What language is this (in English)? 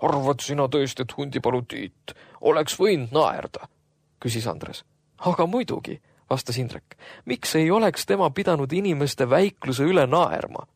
Estonian